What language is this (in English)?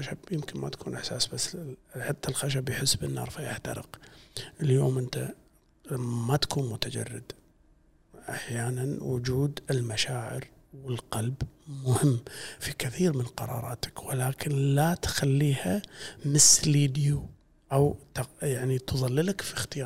Gulf Arabic